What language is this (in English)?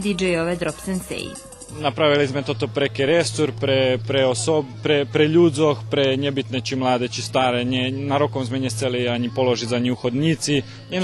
Rusyn